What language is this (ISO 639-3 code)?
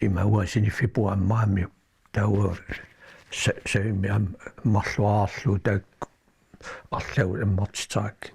kal